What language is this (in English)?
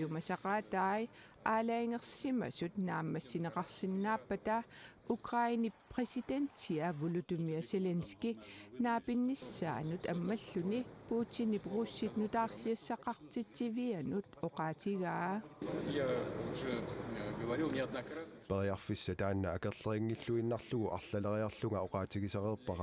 Kalaallisut